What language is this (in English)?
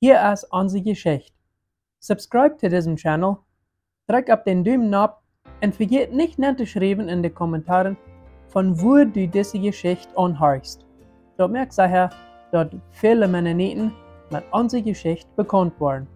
Plautdietsch